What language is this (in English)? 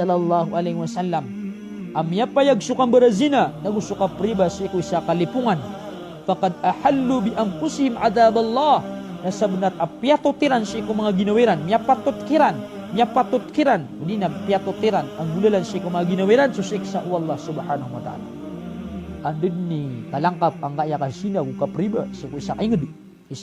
Maranao